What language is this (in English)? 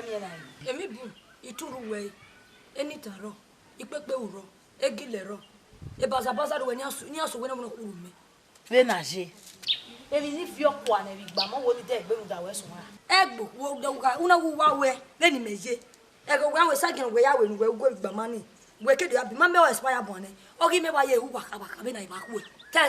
Bini